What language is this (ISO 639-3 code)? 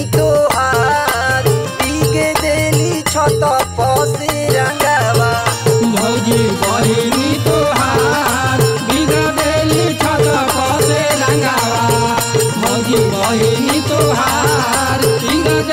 bho